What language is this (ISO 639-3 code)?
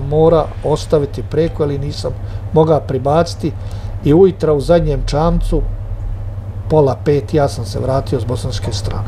hrv